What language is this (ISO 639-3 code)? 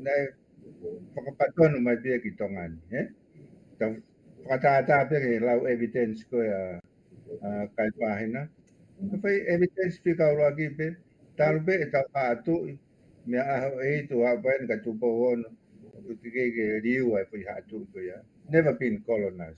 ton